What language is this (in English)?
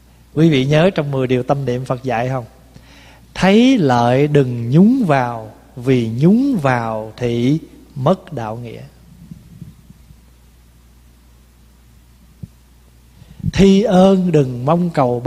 Vietnamese